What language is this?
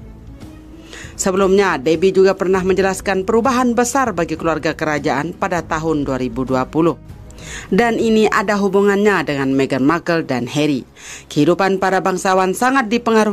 Indonesian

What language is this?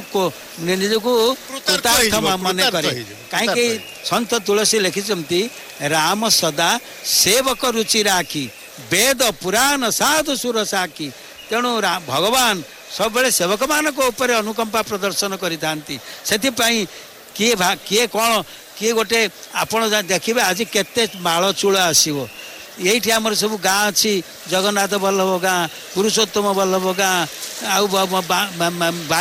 Odia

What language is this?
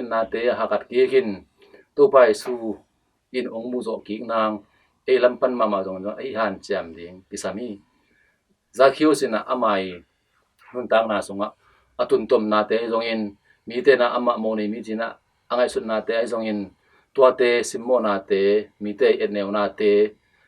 Tedim Chin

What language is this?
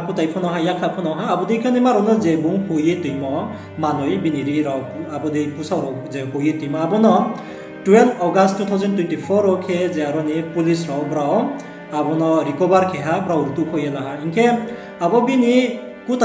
Riang (India)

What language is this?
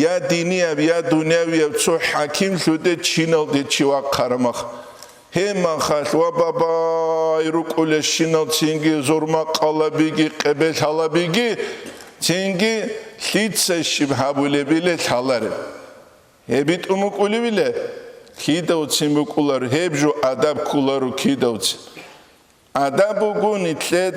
Avaric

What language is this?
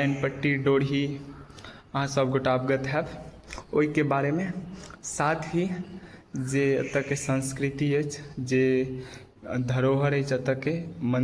Maithili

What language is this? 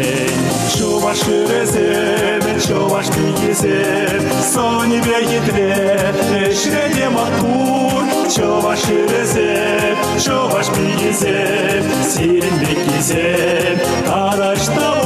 Chuvash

